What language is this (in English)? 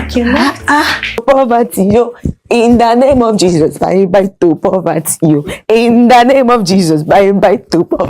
Nigerian Pidgin